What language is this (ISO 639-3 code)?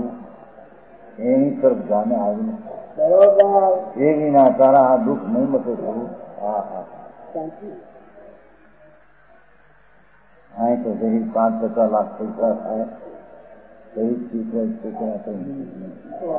guj